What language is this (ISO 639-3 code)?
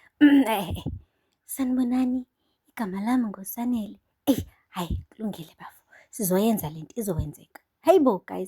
zul